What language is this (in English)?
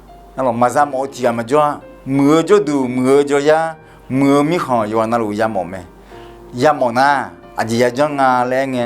Akha